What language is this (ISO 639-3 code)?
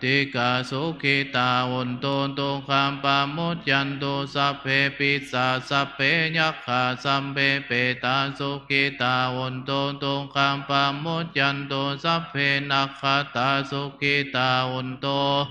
pli